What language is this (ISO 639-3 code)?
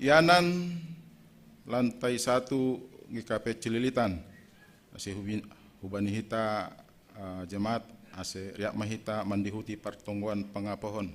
bts